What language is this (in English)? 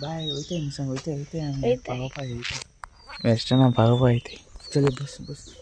Konkani